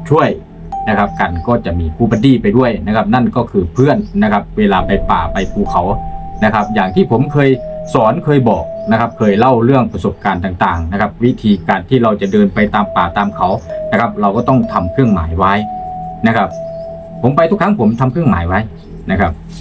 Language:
Thai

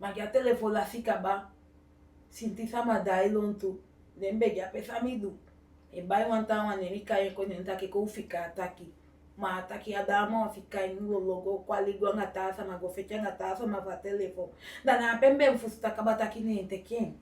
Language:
Eastern Maroon Creole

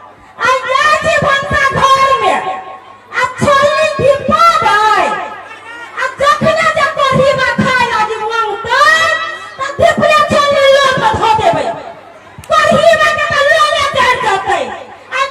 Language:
Maithili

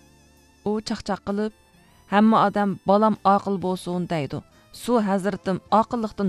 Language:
Uyghur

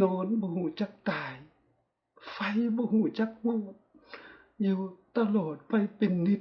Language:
Lao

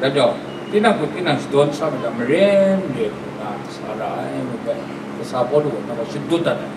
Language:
Kachin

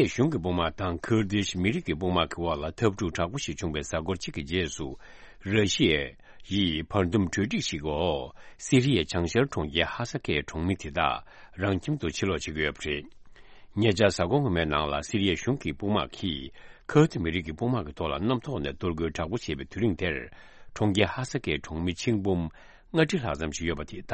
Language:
Tibetan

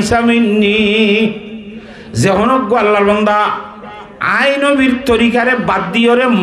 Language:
Rohingya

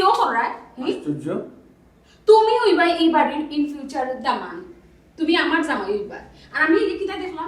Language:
Sylheti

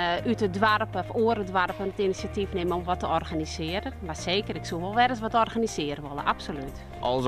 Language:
Western Frisian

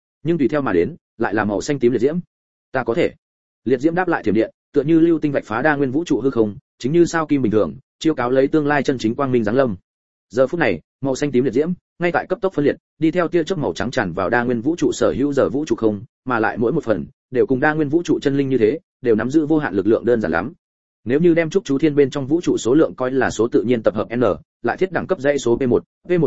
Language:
Vietnamese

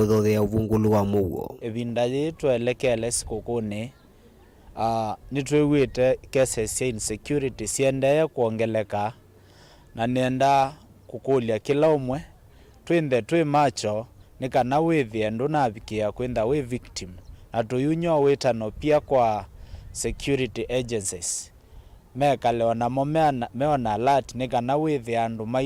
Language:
Kamba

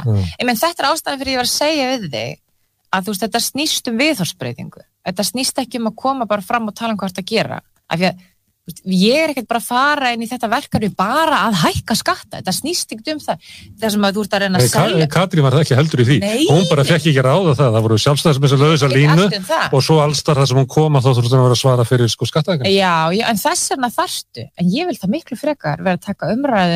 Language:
Icelandic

